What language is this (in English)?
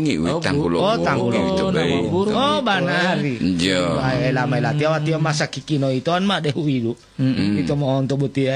Gorontalo